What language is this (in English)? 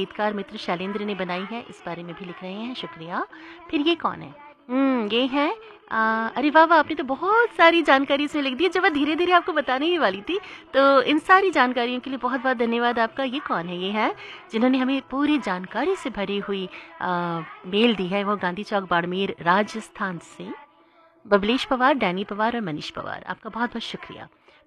Hindi